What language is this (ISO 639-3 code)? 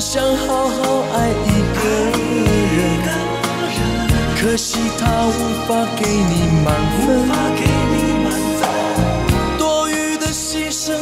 zho